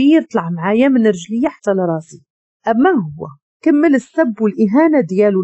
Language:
Moroccan Arabic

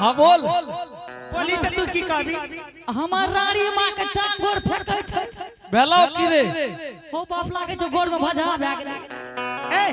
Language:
Angika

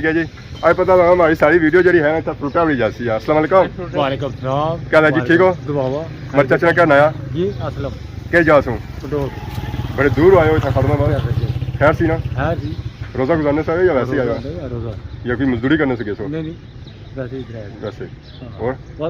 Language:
Pahari-Potwari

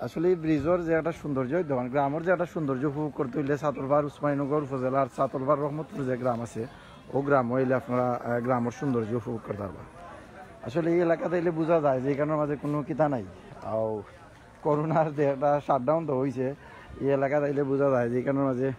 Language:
Sylheti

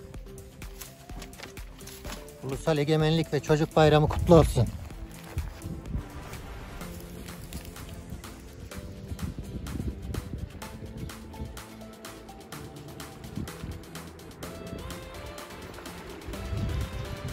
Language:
Turkish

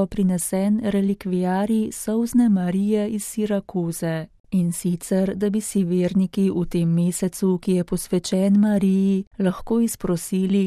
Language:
Slovenian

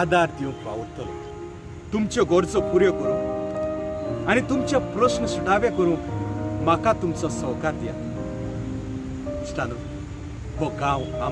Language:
Konkani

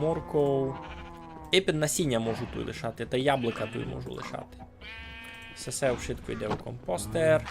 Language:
Rusyn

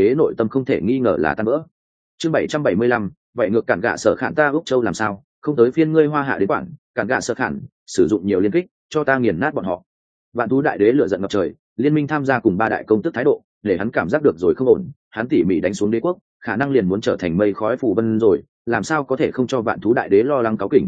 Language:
Vietnamese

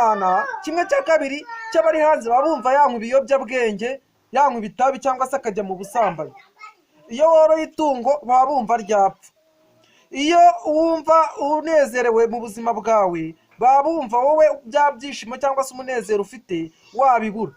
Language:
Kinyarwanda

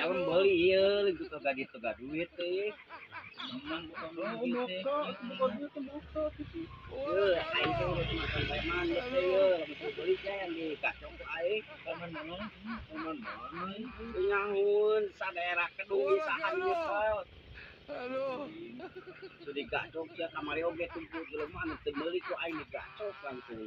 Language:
Sundanese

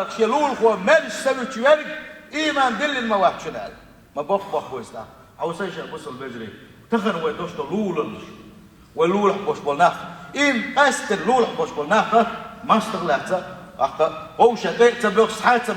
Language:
Chechen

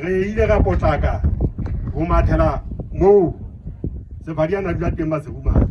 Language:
Southern Sotho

